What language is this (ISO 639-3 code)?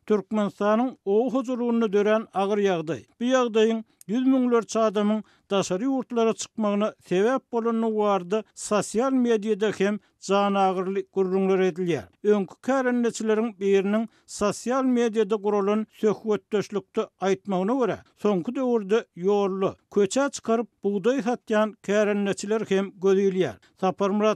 tuk